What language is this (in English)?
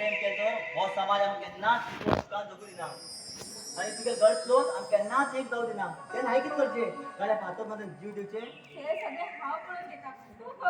Konkani